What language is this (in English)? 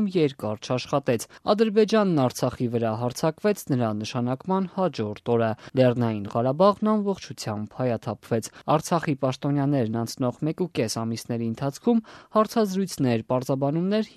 Armenian